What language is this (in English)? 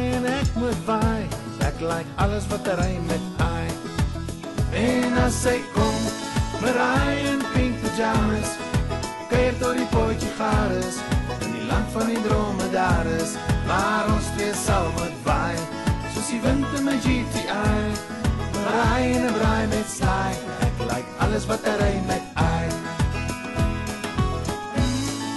Afrikaans